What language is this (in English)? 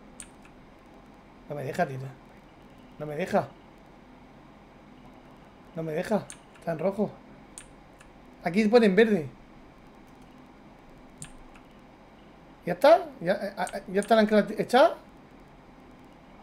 Spanish